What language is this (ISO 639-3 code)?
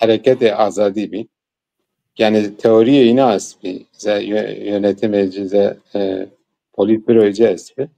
zza